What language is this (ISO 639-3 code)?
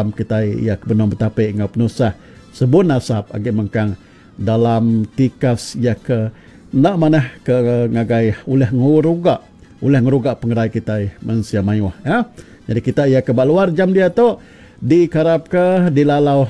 iba